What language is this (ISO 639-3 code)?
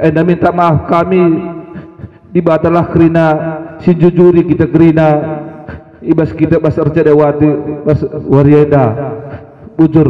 btx